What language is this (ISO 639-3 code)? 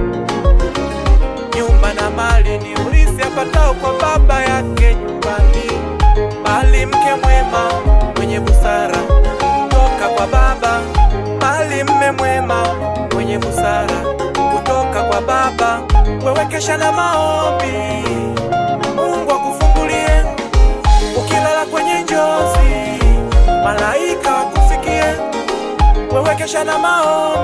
swa